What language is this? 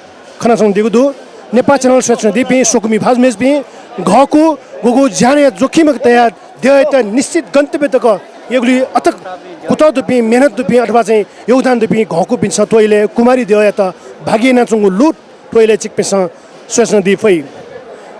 Newari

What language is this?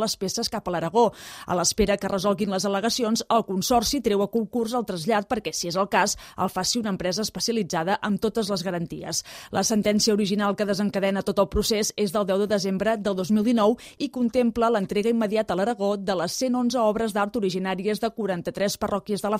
Catalan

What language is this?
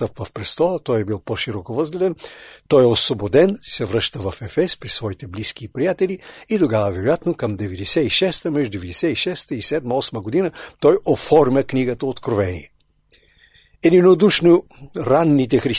Bulgarian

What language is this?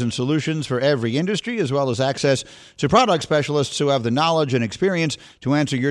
English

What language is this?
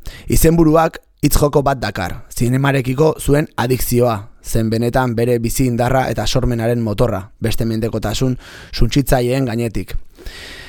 Basque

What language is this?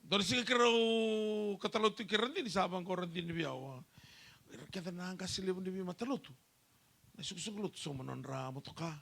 Fijian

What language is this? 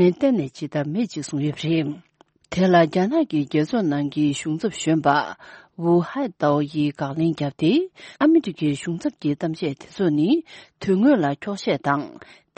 Tibetan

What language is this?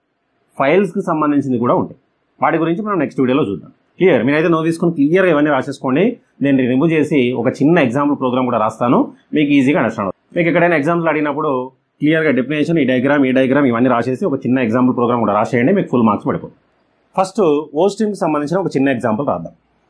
Telugu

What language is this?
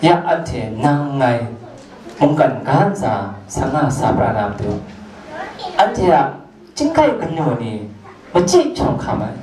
Kachin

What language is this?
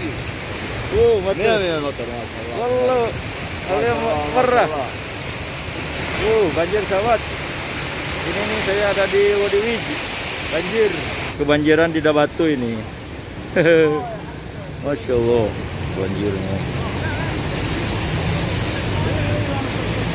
Indonesian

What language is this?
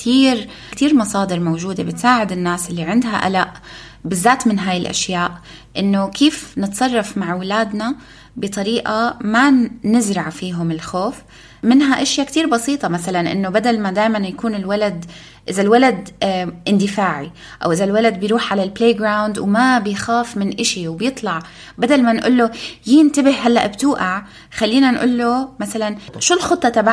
North Levantine Arabic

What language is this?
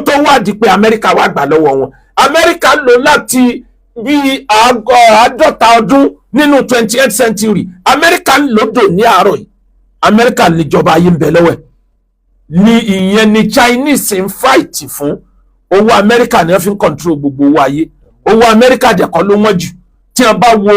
Yoruba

